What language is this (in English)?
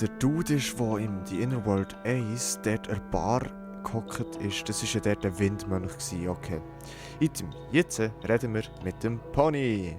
Swiss German